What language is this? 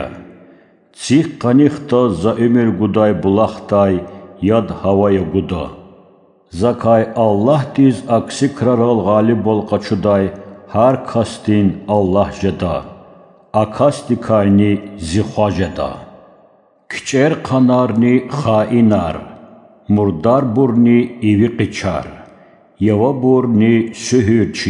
Lezghian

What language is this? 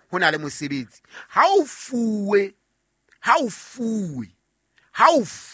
Southern Sotho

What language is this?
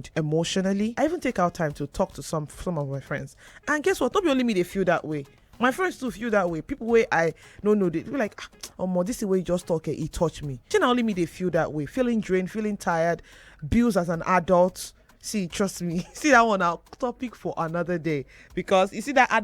Nigerian Pidgin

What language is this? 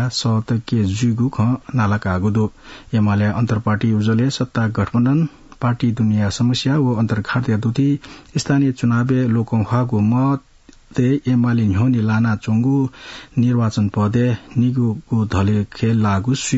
Newari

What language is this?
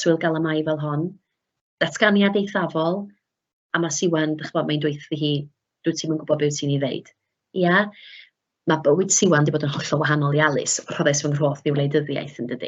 Welsh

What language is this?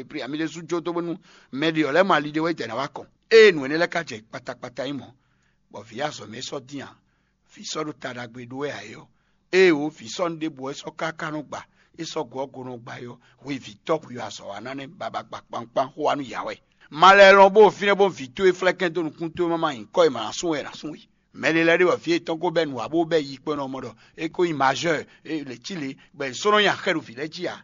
Fon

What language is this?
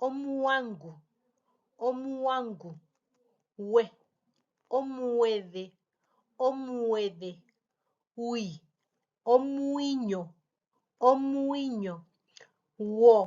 Herero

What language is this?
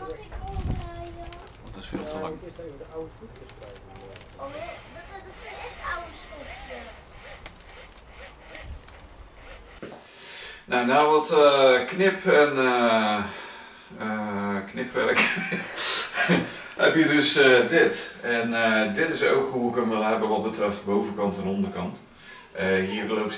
Dutch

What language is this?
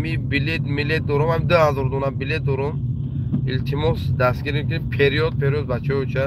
Tajik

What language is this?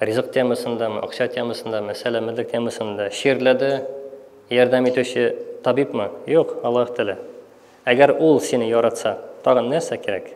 Tatar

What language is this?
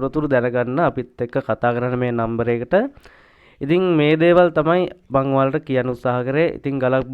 Sinhala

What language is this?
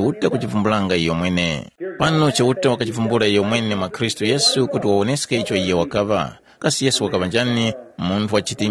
Tumbuka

